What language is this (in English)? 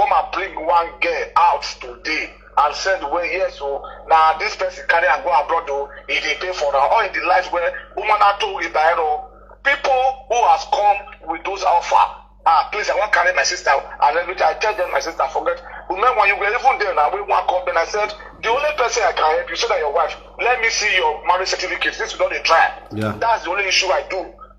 Nigerian Pidgin